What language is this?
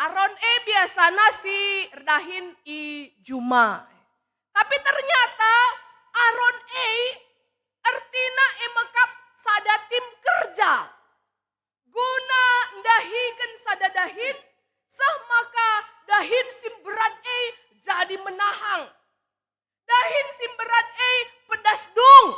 Batak Karo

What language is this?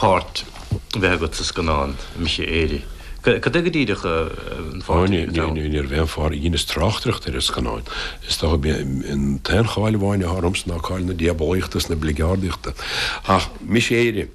Irish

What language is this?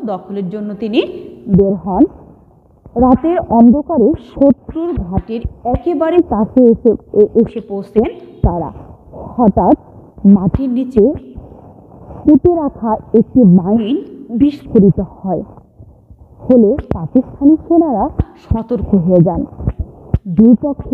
Bangla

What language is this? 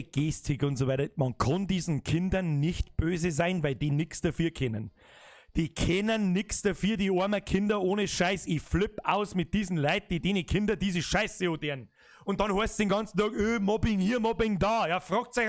Bavarian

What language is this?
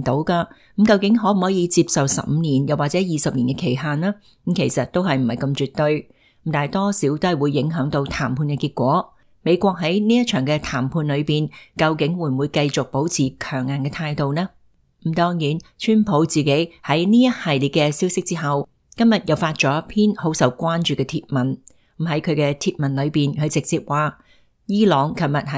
Cantonese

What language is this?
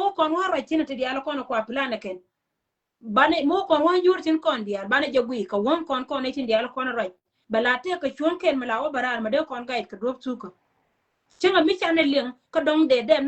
Nuer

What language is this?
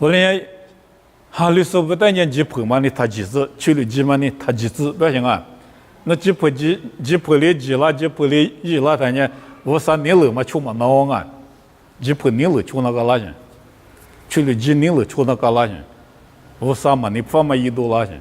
Lisu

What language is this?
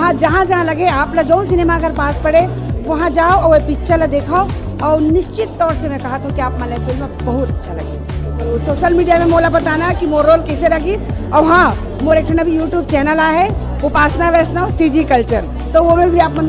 Chhattisgarhi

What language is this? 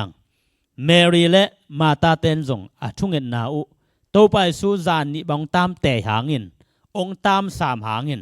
Tedim Chin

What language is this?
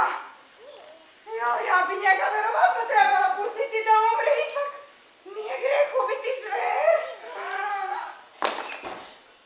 Serbian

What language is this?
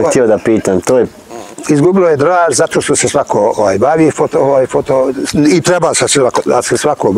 Bosnian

